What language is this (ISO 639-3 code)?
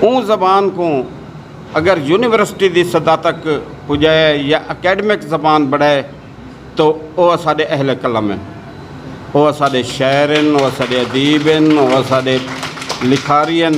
skr